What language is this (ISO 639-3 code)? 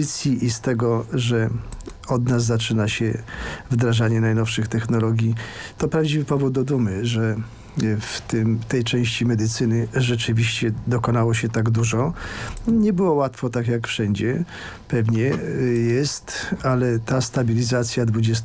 pol